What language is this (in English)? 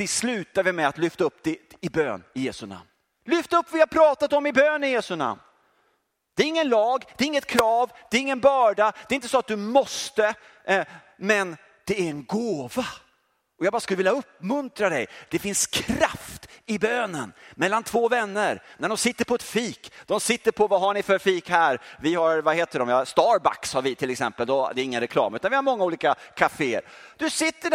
Swedish